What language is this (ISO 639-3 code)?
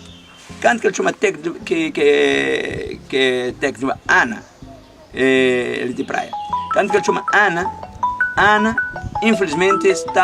kea